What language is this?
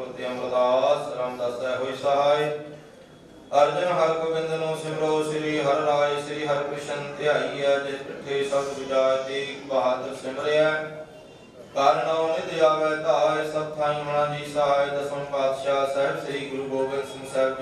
Punjabi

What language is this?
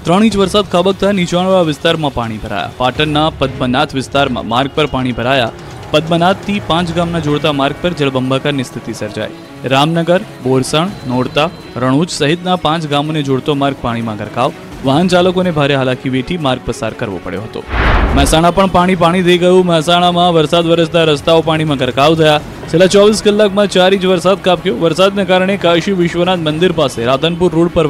Gujarati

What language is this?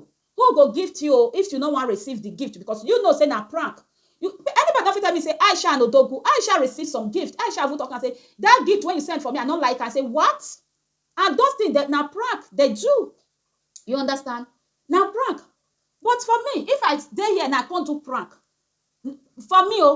Nigerian Pidgin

